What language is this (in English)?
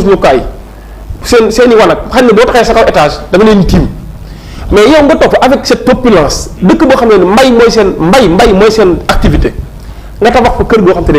Wolof